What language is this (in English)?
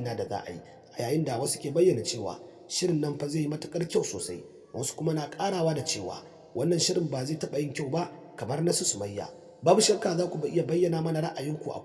Hausa